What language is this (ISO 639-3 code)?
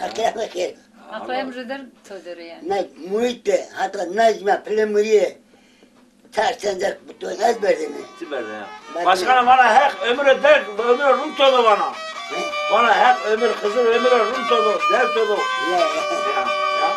zza